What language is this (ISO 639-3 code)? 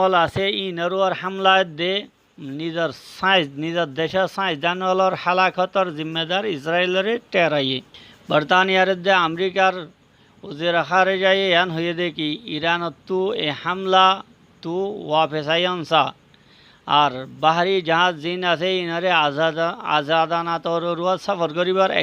rhg